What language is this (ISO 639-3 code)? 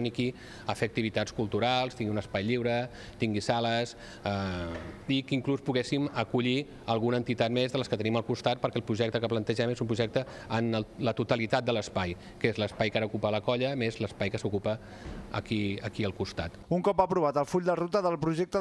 cat